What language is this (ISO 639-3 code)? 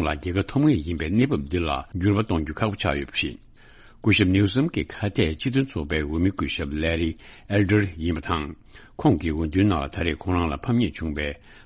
bod